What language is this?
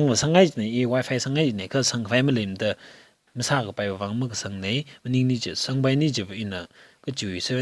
Tangkhul Naga (India)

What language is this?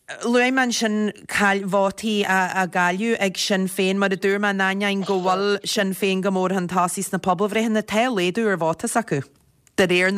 Irish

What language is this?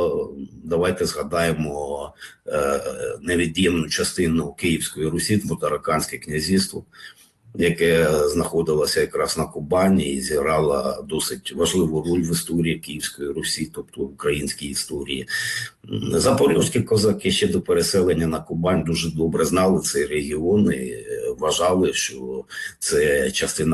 Ukrainian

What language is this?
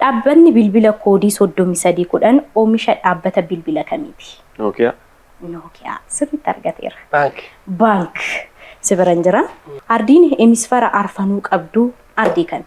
Oromo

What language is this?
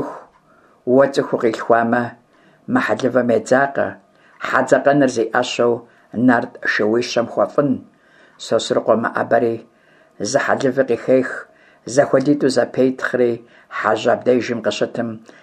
Kabardian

